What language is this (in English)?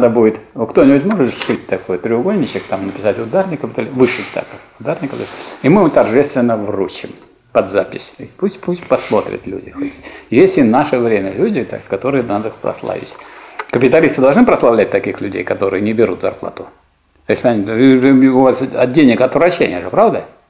Russian